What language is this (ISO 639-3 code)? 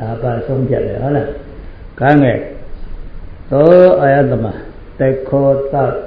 mya